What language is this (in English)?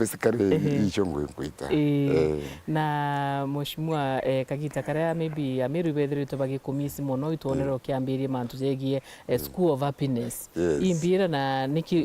Meru